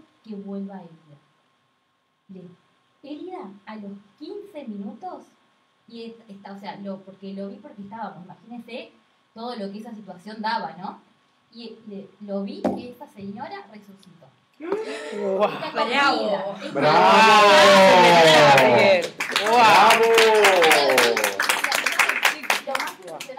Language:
Spanish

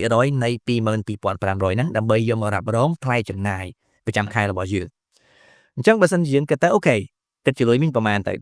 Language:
Khmer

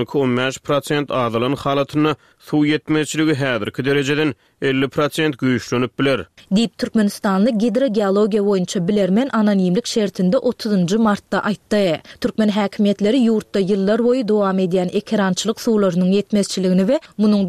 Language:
Turkmen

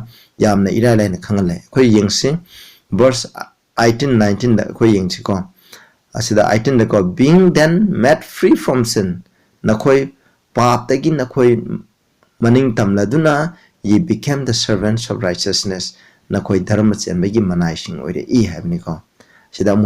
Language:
Manipuri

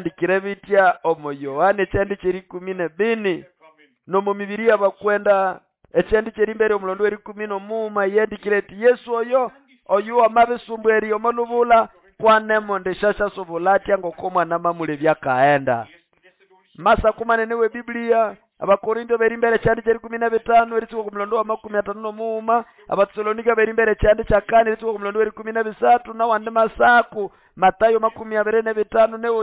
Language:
Nande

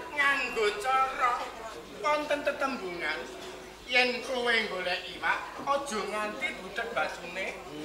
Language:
Javanese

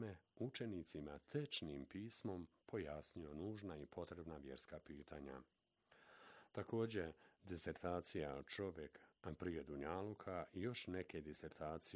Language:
Bosnian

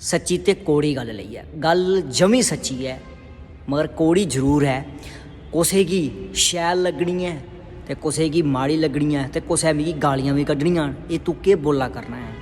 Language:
Dogri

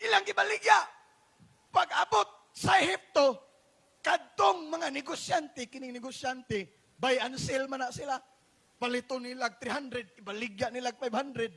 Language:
Cebuano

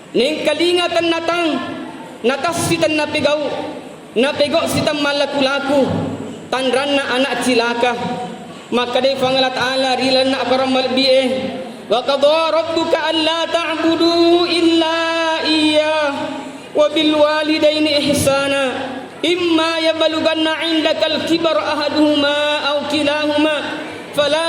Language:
Buginese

